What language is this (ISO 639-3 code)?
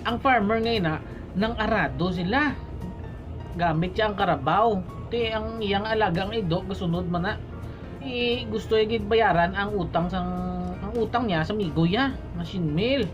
hil